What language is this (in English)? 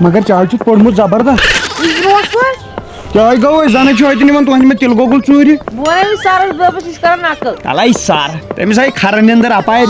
Kashmiri